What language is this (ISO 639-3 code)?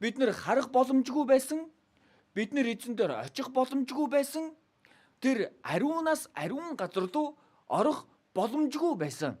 mon